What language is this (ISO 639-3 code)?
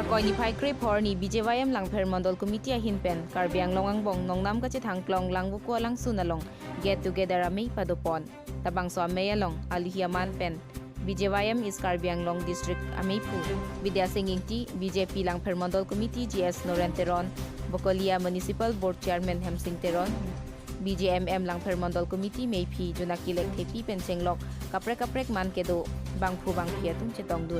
mjw